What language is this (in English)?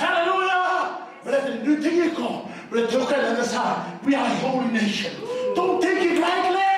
Fijian